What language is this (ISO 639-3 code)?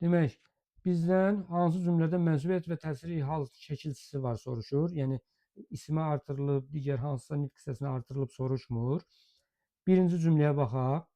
aze